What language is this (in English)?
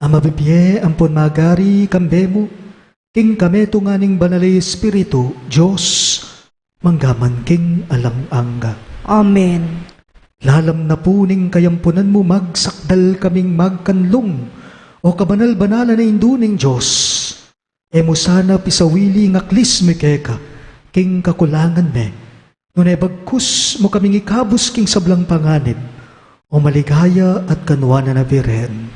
Pampanga